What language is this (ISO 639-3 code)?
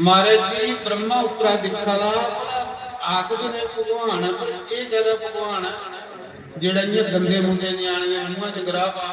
doi